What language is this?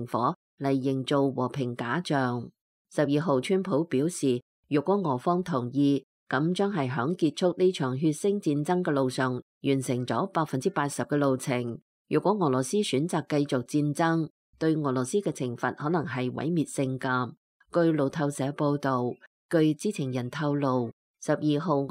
Cantonese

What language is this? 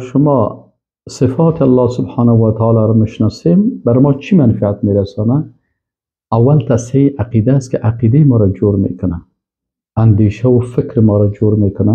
Persian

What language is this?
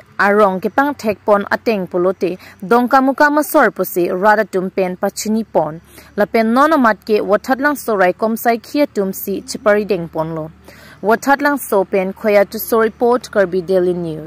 Karbi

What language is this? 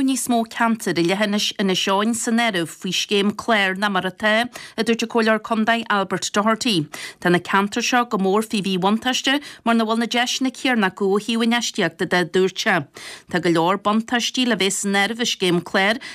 Irish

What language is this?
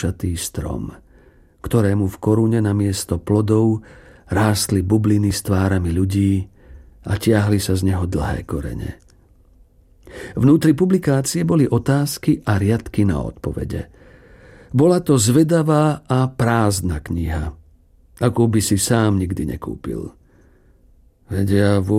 Slovak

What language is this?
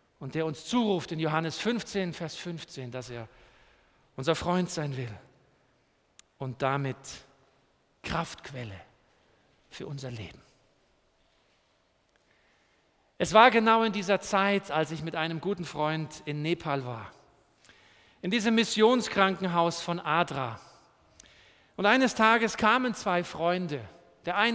German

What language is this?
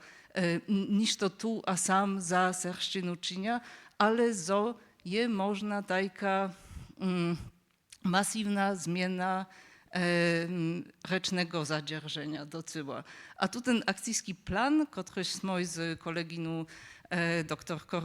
Upper Sorbian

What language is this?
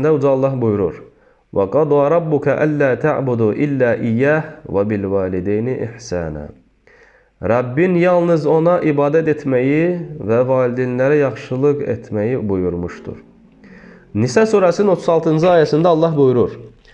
Azerbaijani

